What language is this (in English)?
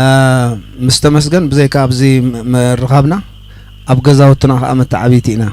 Tigrinya